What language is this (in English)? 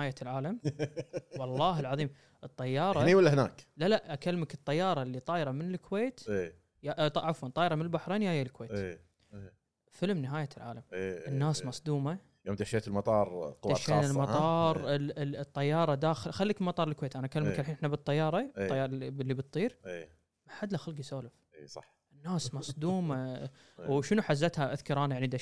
Gulf Arabic